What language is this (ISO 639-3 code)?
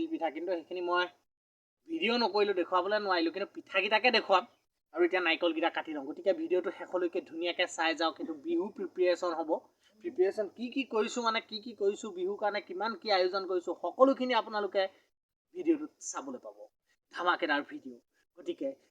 asm